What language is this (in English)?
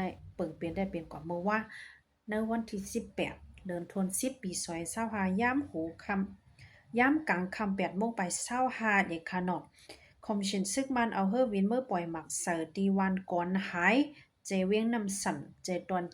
Shan